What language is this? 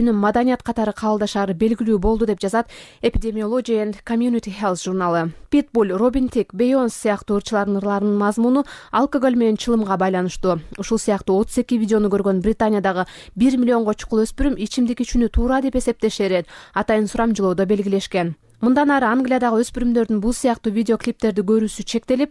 Kyrgyz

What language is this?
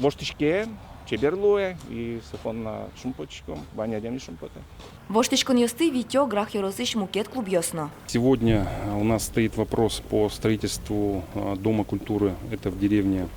Udmurt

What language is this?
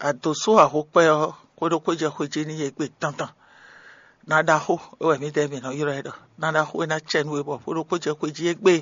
Fon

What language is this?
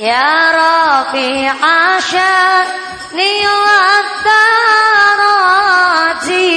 Javanese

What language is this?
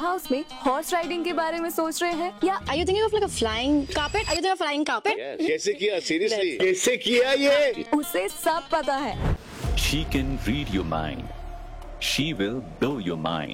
Hindi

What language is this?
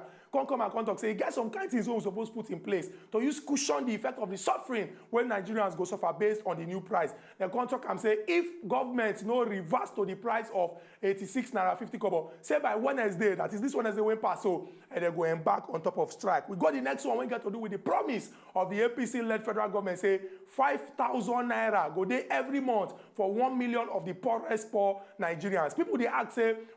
Nigerian Pidgin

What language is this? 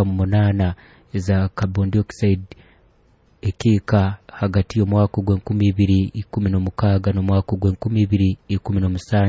Nyoro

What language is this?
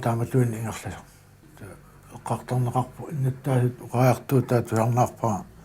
Kalaallisut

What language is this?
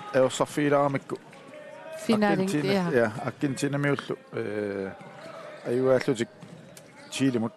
Kalaallisut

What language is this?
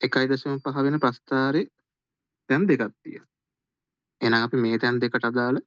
Sinhala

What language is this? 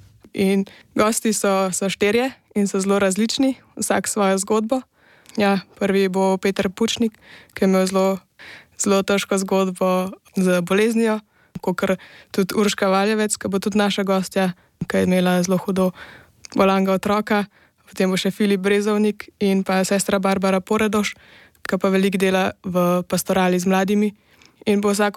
Slovenian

